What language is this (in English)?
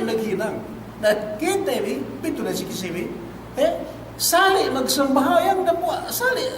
Yakan